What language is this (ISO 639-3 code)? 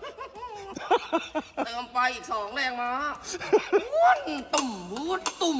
lao